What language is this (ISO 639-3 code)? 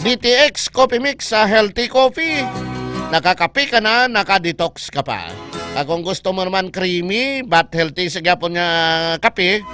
hil